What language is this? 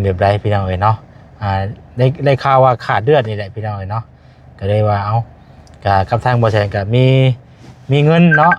Lao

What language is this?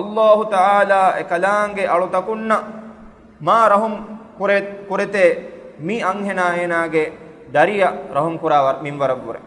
Divehi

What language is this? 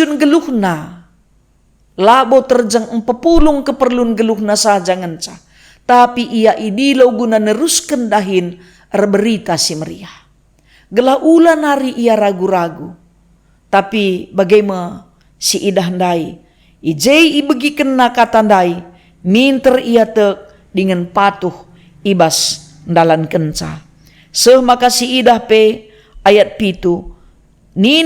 Batak Karo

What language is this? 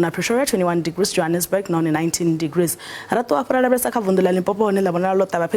Venda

